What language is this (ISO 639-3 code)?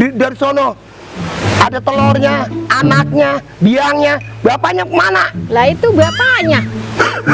bew